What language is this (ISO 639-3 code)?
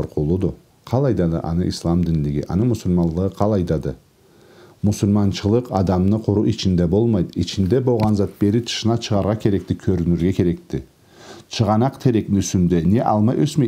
krc